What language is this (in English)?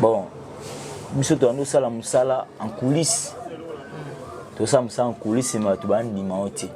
Lingala